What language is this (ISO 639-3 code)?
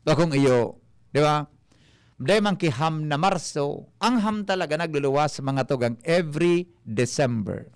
bik